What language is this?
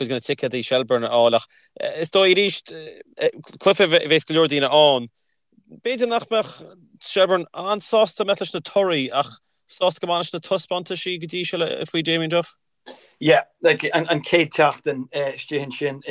Irish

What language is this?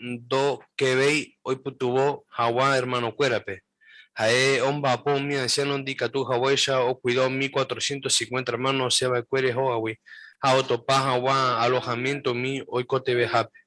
Guarani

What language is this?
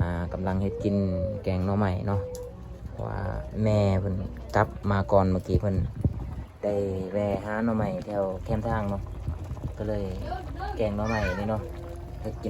Lao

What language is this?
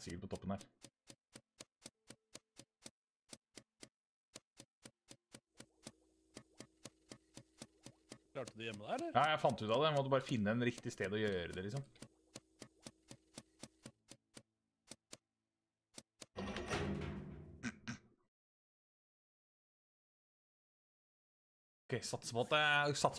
Norwegian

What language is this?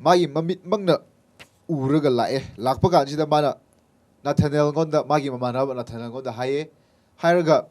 Manipuri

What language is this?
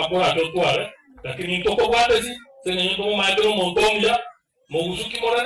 Gusii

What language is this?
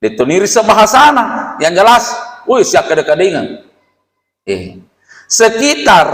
Buginese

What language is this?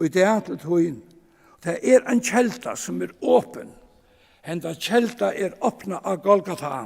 Faroese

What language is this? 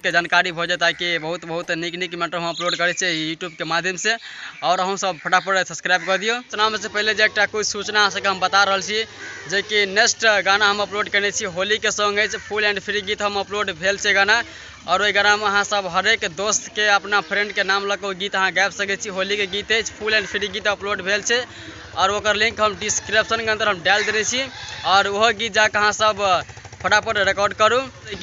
Maithili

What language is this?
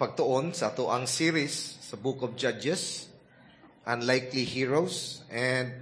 Cebuano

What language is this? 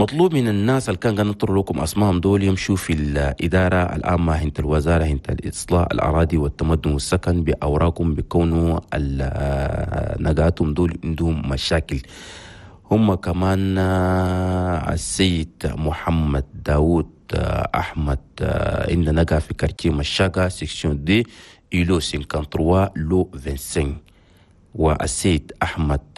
Chadian Arabic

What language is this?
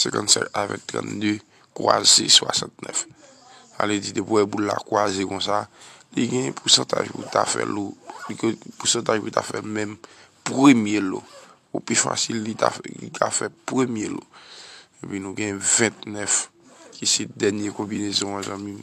Haitian Creole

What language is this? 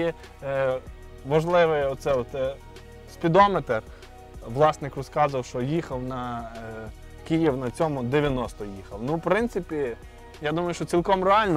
Ukrainian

